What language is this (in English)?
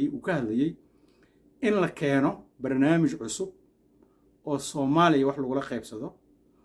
Somali